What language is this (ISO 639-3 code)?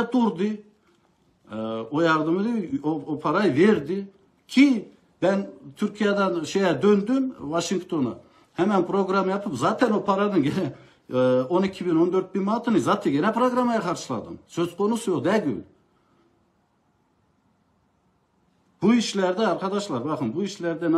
tur